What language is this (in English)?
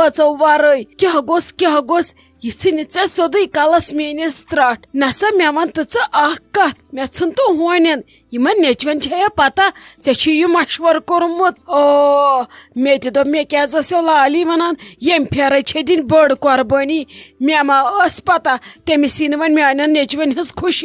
Kashmiri